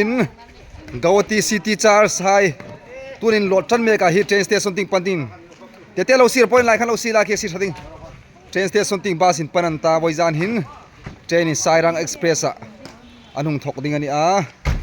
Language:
Hmar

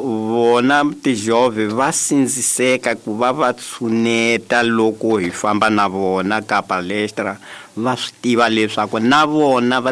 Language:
Tsonga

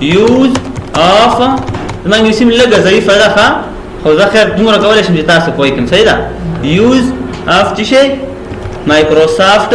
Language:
Pashto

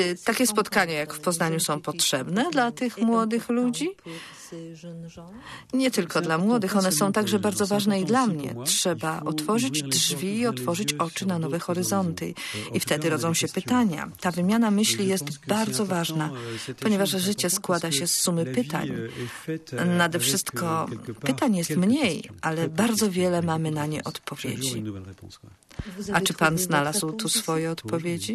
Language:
Polish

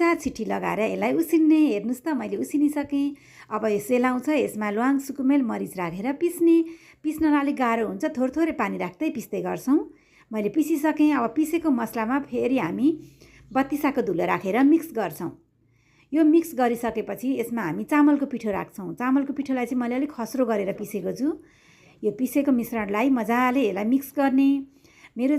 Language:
Nepali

